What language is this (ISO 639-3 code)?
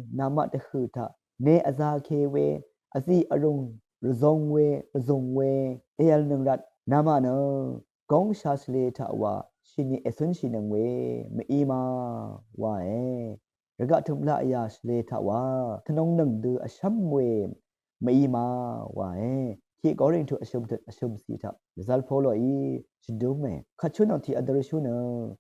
raw